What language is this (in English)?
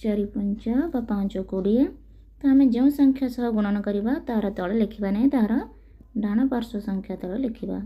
Odia